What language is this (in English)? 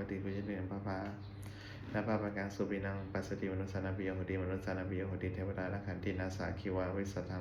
Pali